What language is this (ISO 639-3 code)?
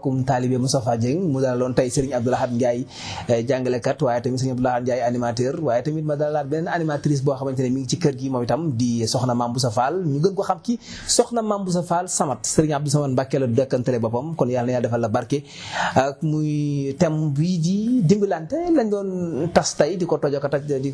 wol